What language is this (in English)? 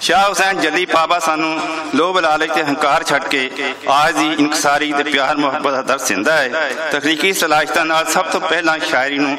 Western Panjabi